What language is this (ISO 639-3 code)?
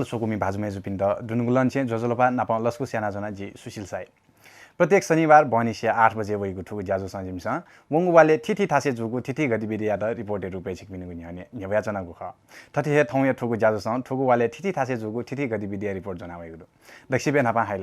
new